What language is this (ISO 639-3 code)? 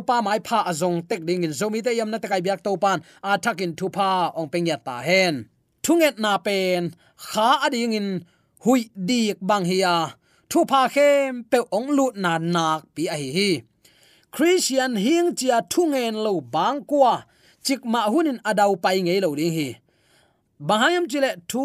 ctd